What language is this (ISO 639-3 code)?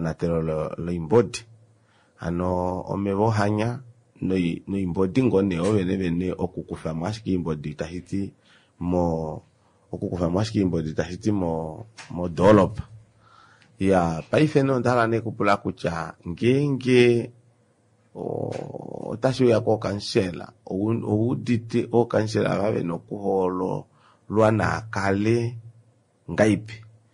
kua